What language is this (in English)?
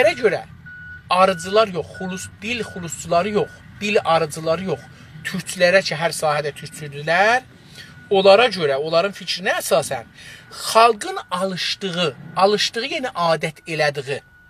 South Azerbaijani